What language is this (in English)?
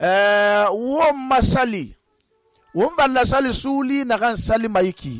Susu